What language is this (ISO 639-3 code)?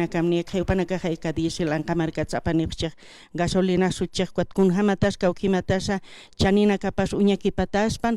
aym